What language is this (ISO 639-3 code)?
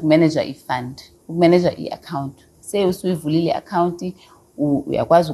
xho